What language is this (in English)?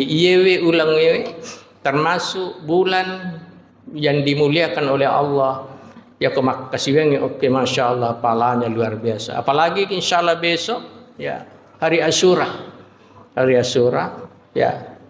Buginese